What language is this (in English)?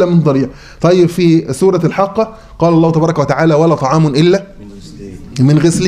Arabic